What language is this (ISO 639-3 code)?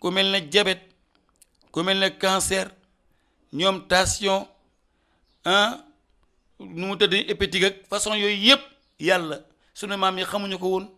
wol